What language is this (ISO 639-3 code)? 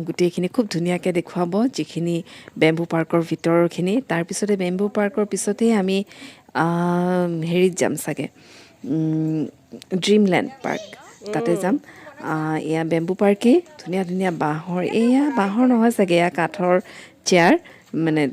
asm